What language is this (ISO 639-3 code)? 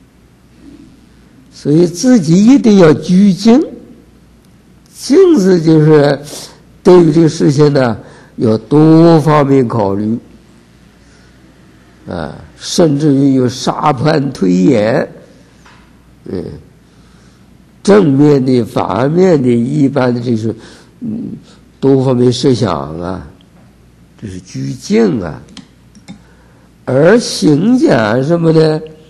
zho